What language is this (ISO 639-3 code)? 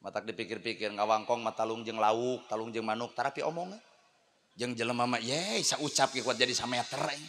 sun